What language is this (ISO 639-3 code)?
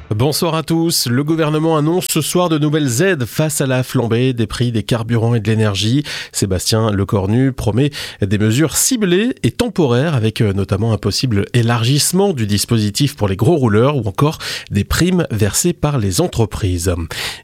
fra